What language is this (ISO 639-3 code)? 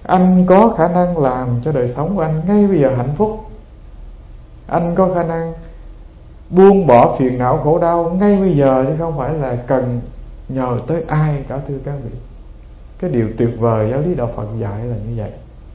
vie